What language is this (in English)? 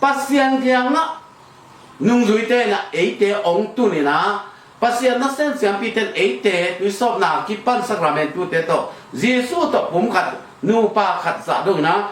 Tedim Chin